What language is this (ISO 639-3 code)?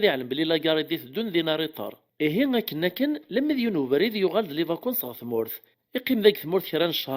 kab